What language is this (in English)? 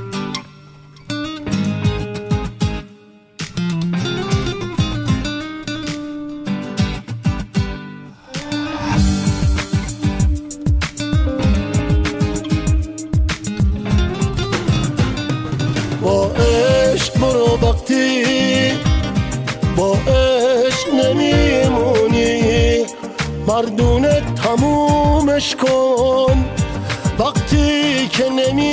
Persian